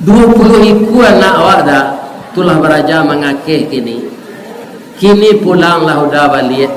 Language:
Minangkabau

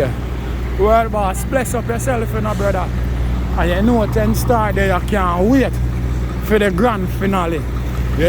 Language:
Jamaican Creole English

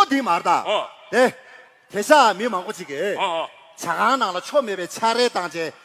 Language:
Tibetan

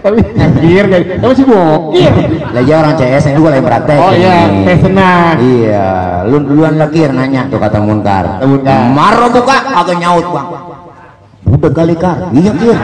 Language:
Betawi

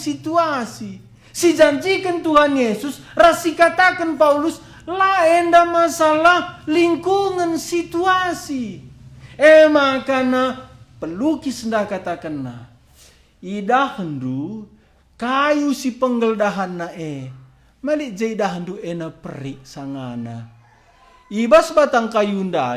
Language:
Batak Karo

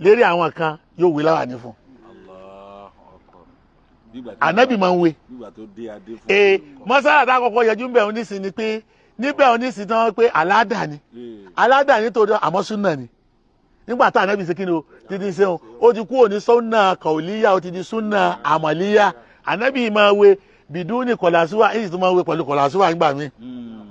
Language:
Yoruba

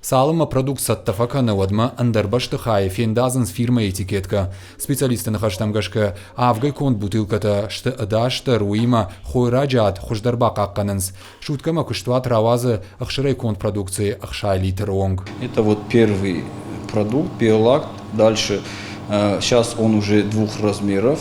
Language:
Ossetic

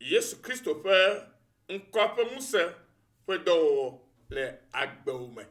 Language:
Ewe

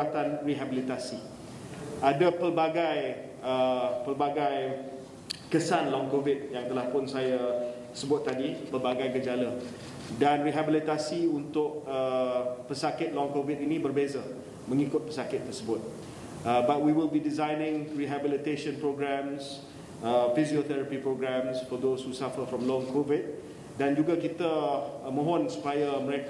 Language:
Malay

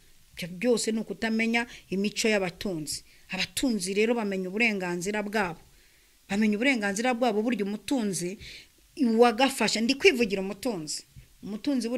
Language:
Kinyarwanda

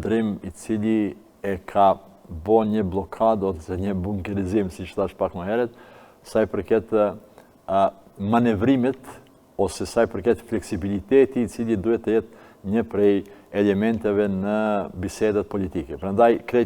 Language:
Albanian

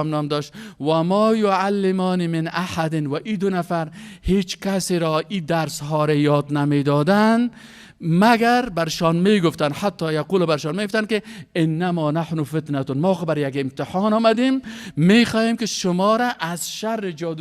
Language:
Persian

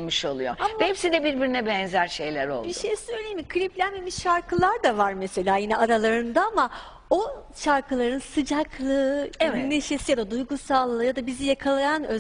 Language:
Turkish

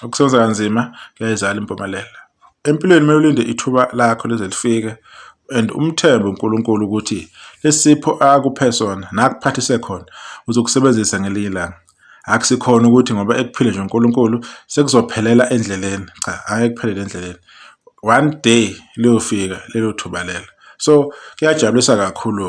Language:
Zulu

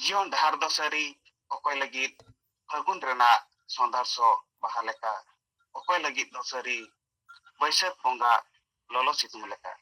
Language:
Santali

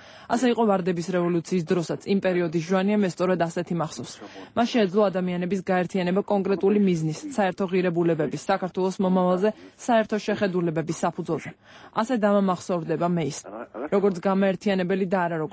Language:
Georgian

